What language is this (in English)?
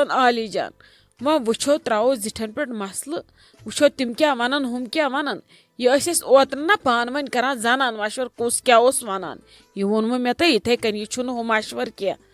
Kashmiri